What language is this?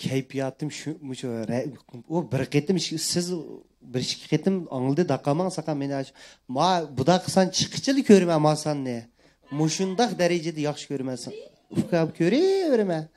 Uyghur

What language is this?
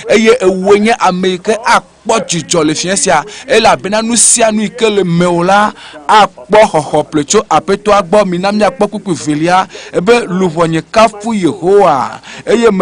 Ewe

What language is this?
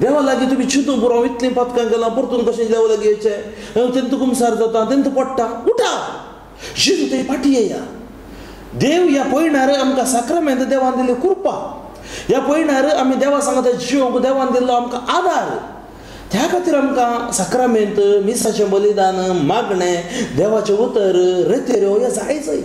Konkani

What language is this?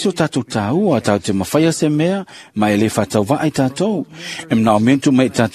Samoan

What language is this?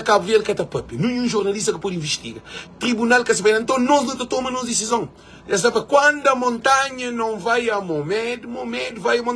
Kabuverdianu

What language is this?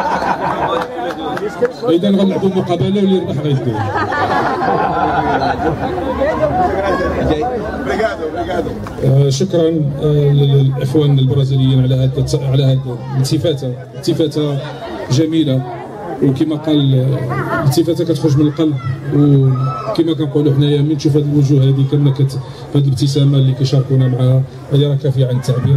Moroccan Arabic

